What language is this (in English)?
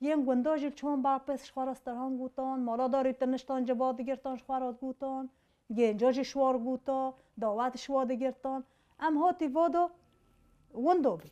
Kurdish